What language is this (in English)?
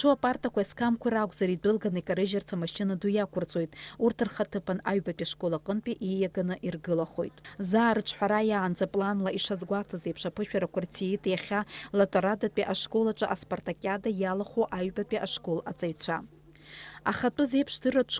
Abkhazian